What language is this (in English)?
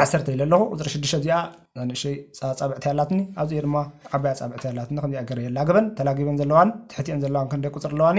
Tigrinya